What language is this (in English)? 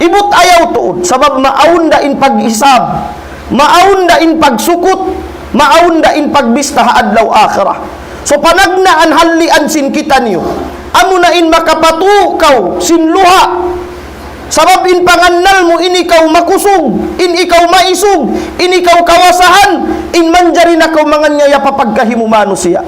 Tausug